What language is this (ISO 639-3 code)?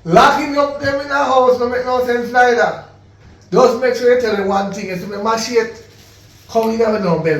jam